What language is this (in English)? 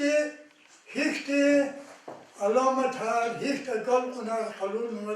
Lezghian